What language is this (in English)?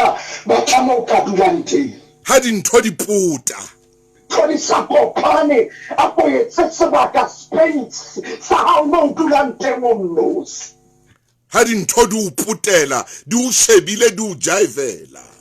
Southern Sotho